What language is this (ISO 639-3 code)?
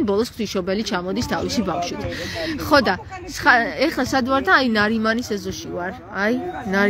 kat